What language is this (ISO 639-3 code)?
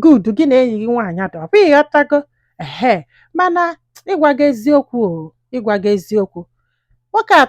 ibo